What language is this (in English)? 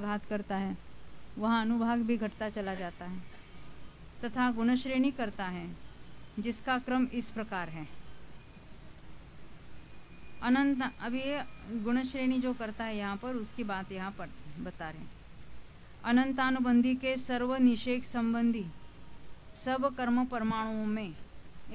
Hindi